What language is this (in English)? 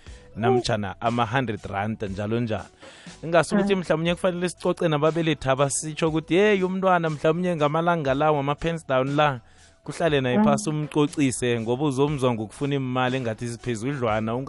South Ndebele